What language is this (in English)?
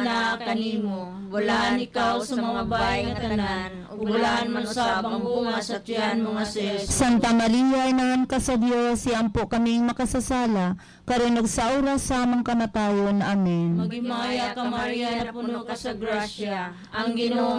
Cebuano